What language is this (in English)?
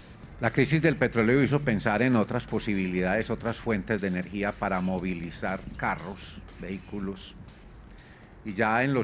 Spanish